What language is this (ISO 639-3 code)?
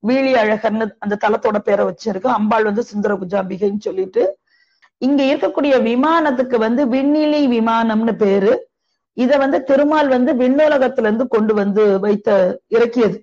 tam